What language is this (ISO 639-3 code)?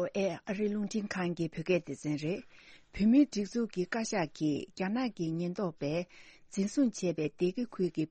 bod